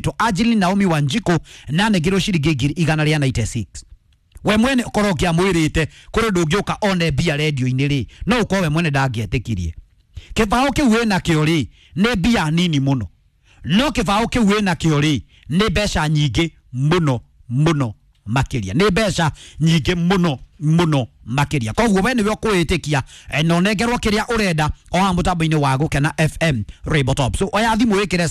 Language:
Kikuyu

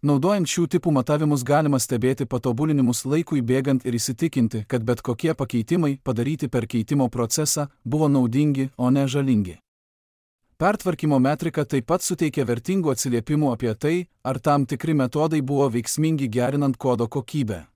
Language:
Lithuanian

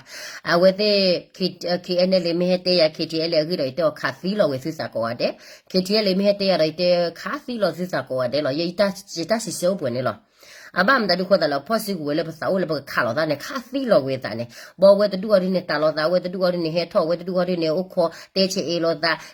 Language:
S'gaw Karen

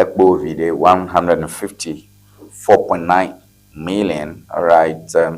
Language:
Ewe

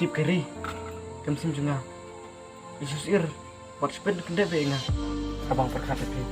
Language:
Khasi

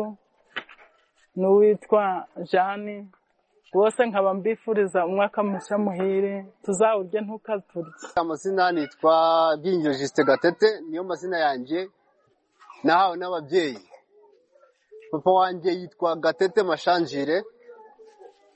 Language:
Kinyarwanda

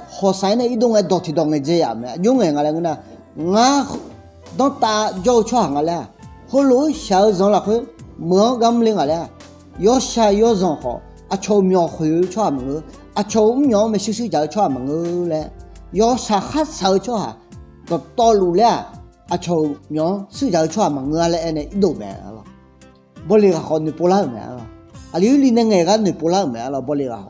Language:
Akha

